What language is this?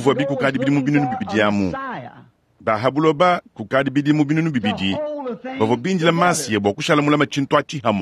Luba-Lulua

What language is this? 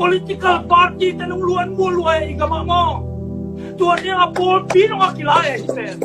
Tedim Chin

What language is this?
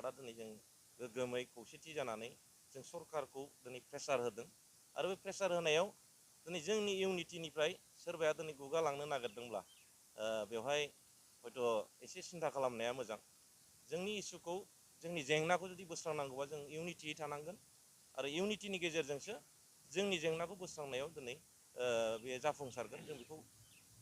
Bodo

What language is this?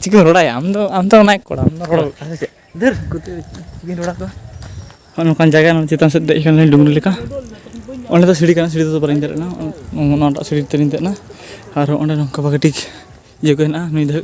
Santali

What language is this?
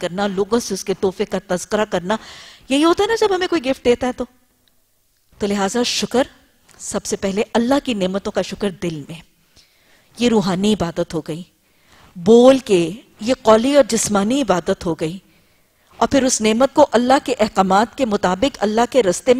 Urdu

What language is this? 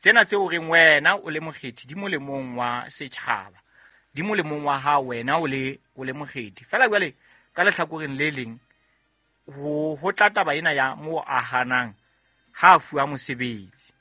Southern Sotho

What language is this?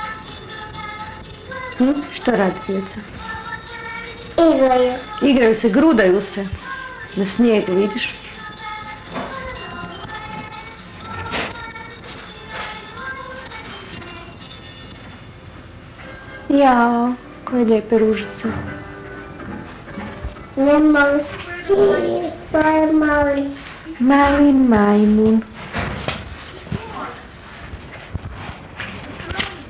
Croatian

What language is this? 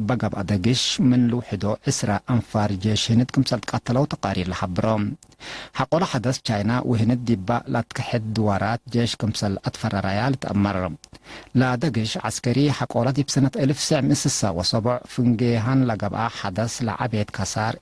Tigre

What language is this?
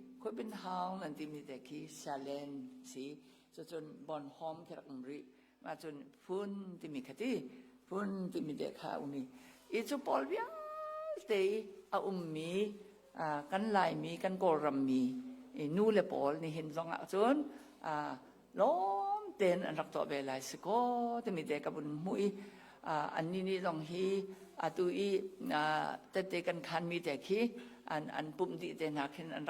Hakha Chin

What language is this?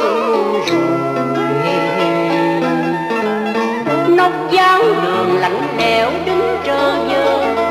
Vietnamese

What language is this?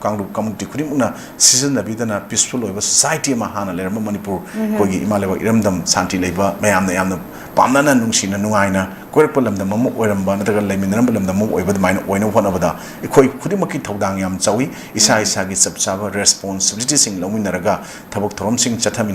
Manipuri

